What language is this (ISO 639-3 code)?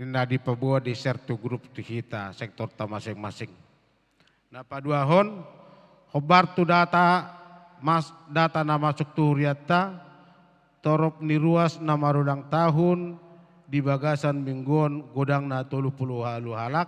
bbc